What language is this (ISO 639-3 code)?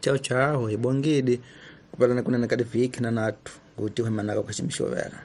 tso